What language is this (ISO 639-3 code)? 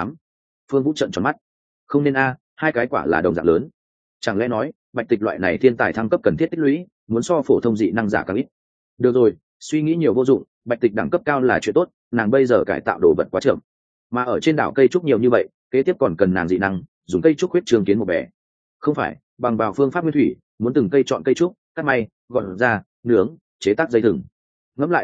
vie